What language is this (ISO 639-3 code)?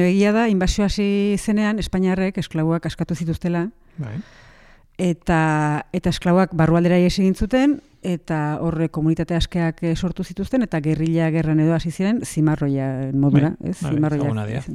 eus